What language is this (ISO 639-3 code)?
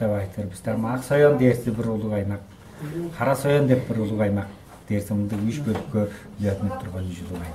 tyv